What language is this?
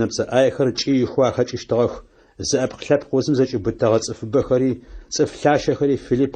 Adyghe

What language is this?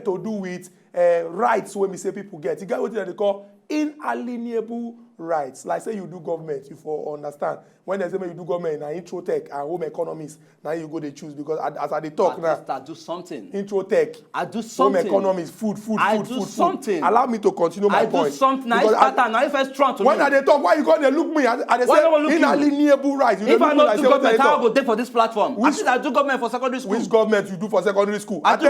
Nigerian Pidgin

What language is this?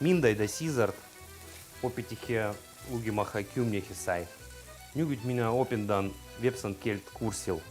Veps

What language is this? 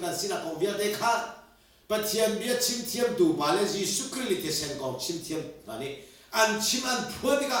Hakha Chin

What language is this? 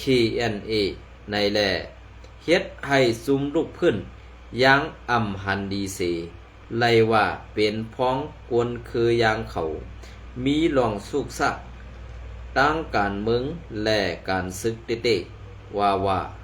Shan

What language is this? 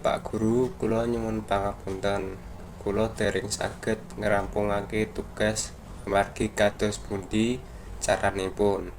Javanese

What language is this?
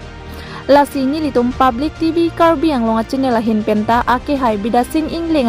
Karbi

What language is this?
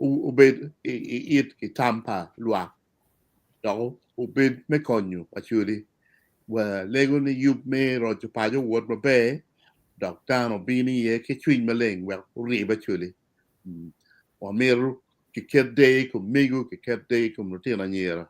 Acoli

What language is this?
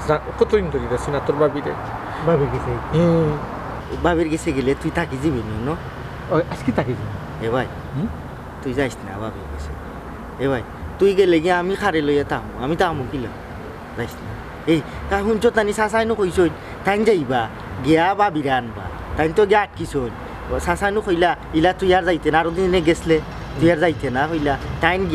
Sylheti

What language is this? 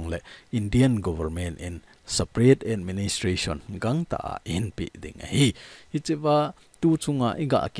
Thado Chin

